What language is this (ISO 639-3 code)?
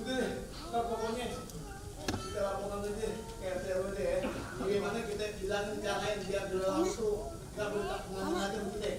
bew